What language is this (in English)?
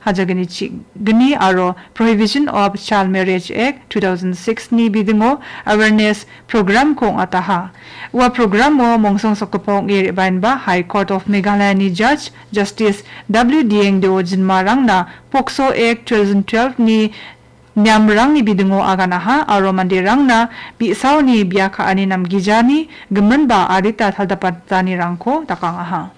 Garo